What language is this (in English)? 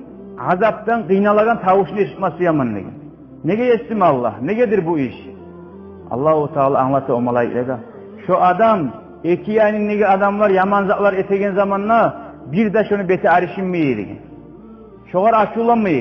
Kumyk